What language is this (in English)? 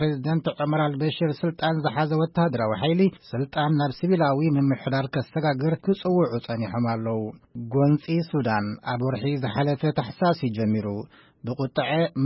Tigrinya